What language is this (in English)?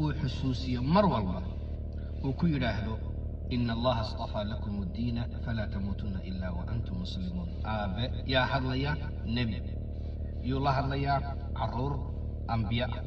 Somali